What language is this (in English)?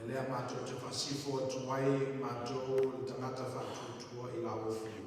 Samoan